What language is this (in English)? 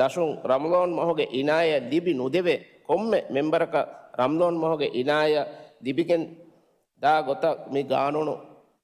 Divehi